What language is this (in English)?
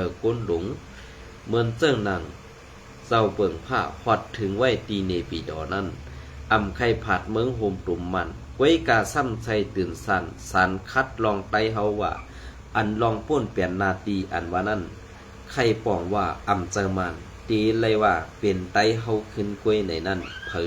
Shan